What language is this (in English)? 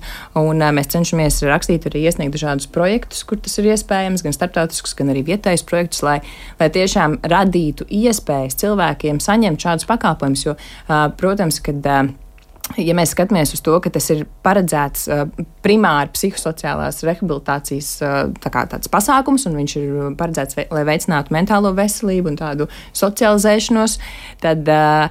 Latvian